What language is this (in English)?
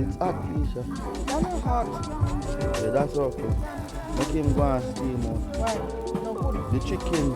Jamaican Creole English